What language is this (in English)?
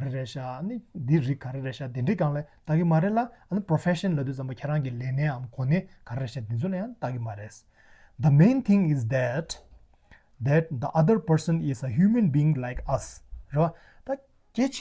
Tibetan